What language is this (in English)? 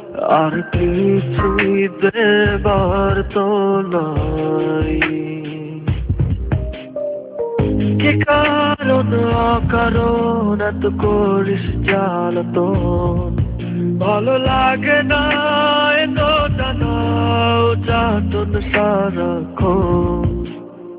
Bangla